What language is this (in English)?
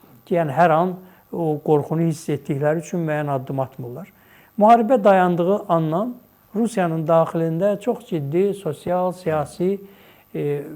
Azerbaijani